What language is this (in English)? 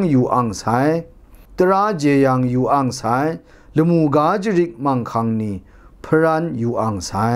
Kachin